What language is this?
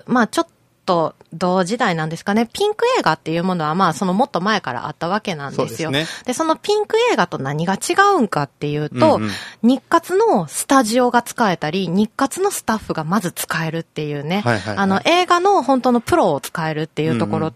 Japanese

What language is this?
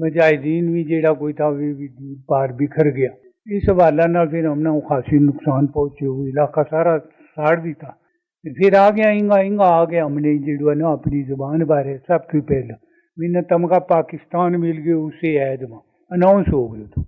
Gujari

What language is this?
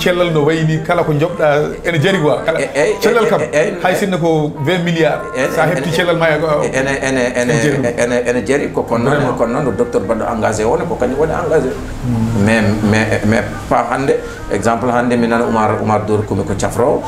Fula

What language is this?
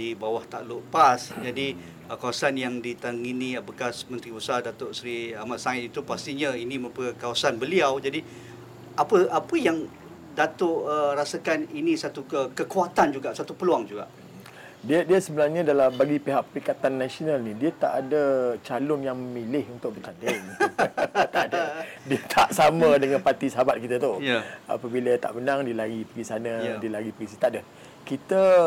Malay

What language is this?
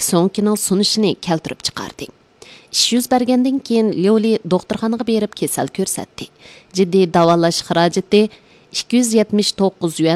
Uyghur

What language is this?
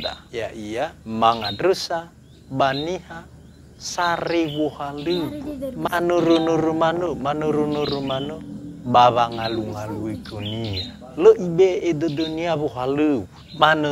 Nias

